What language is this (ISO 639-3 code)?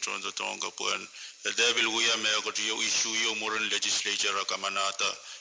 pon